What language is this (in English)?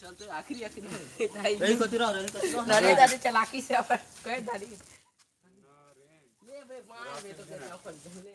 Chhattisgarhi